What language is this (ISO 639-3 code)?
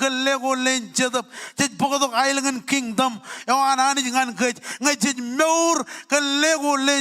mah